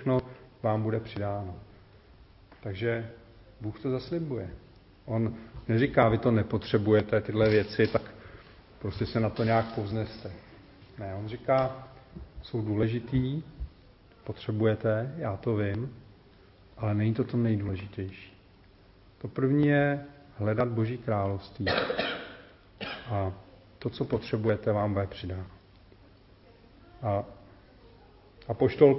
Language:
Czech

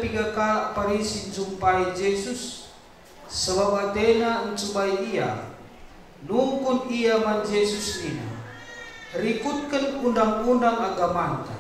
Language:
Batak Karo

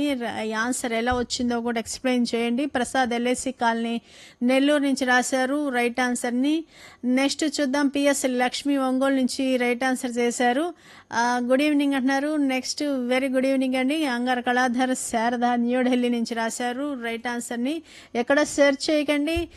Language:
Telugu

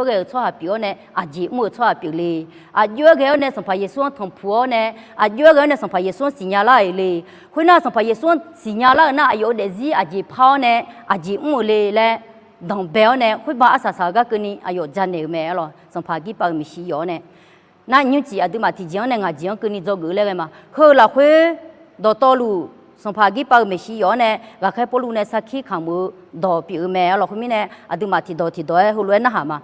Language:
Akha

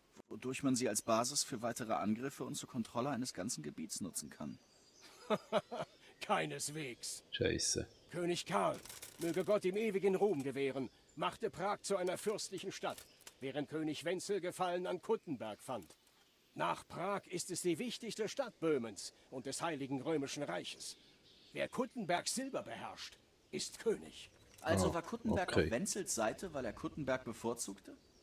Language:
Swiss German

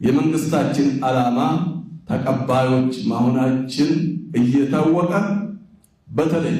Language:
Amharic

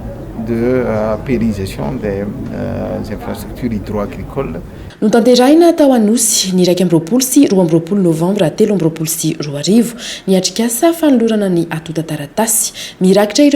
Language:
Malagasy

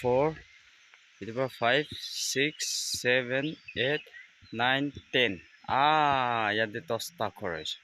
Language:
Naga Pidgin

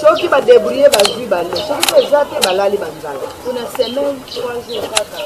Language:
Lingala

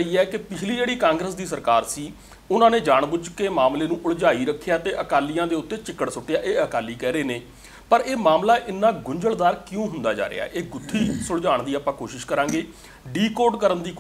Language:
Punjabi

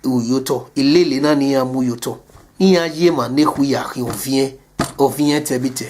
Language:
Bini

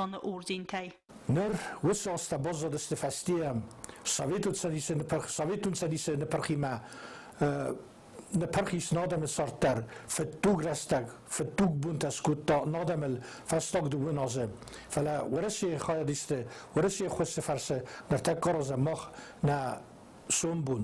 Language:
Ossetic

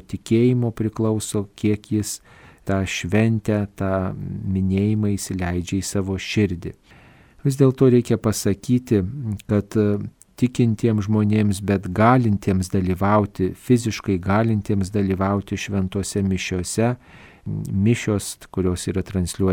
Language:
Lithuanian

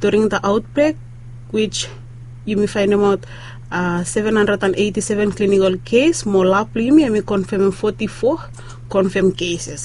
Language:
Bislama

